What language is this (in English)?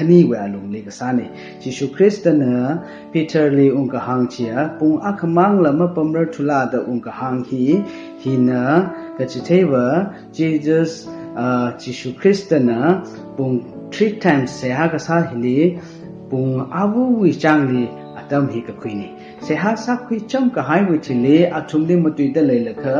Tangkhul Naga (India)